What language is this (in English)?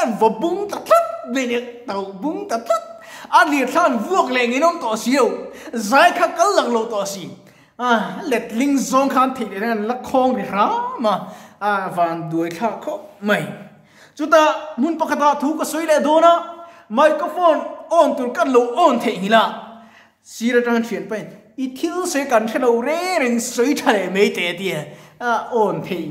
Mizo